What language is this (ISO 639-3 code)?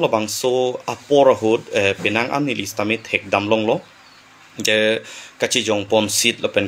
mjw